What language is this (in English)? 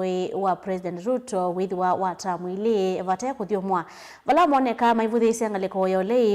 Kamba